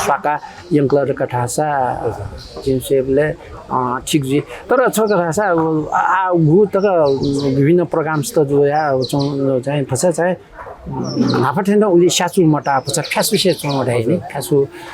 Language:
Newari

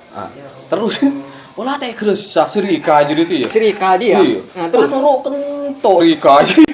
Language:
Madurese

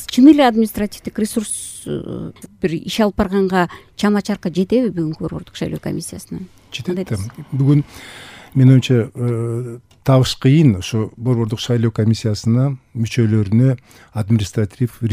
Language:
Kyrgyz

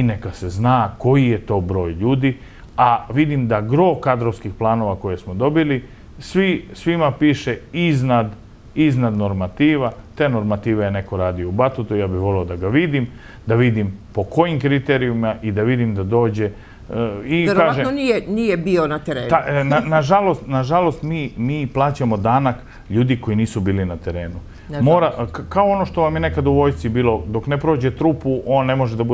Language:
Serbian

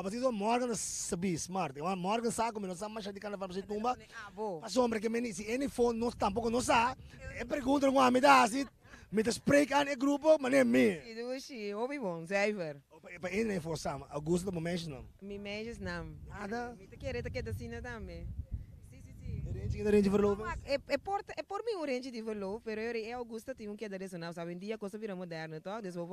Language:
Papiamento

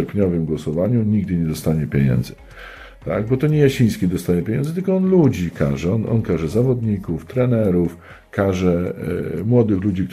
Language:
Polish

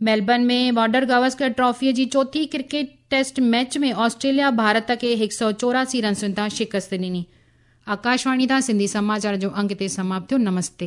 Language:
Sindhi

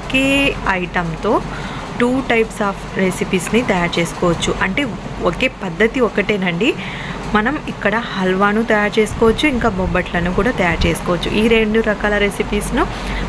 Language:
Telugu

